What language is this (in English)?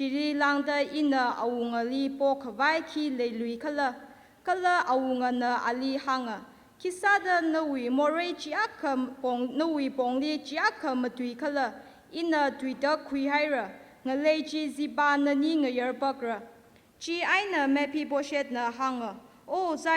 Tangkhul Naga (India)